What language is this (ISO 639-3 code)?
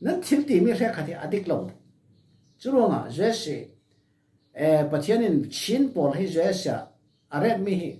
cfm